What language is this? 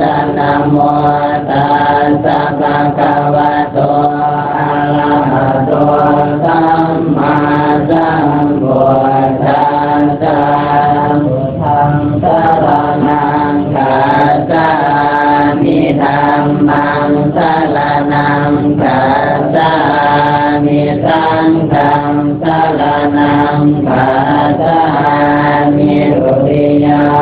Pali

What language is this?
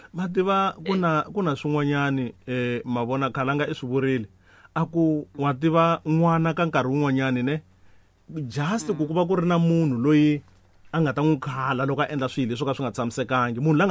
Tsonga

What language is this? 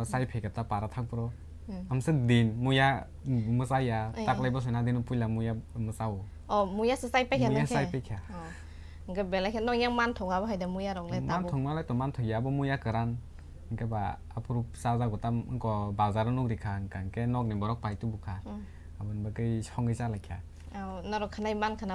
Kok Borok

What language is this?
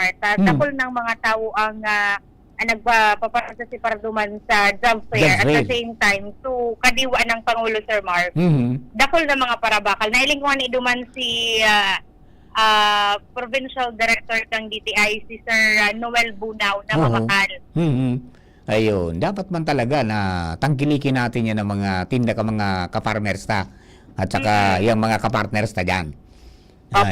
Bikol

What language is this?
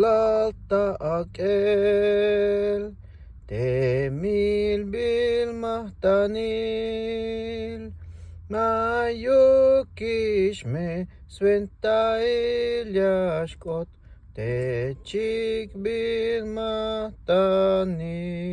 Tzeltal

